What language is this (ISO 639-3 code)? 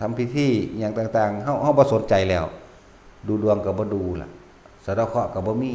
lao